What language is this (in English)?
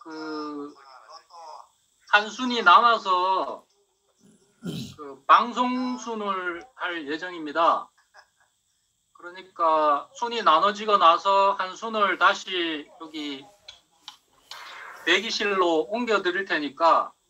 Korean